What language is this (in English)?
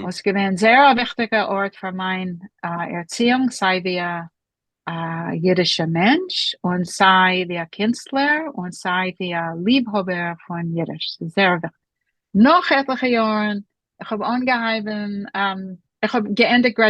Yiddish